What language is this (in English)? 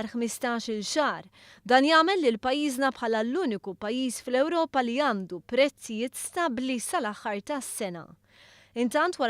Maltese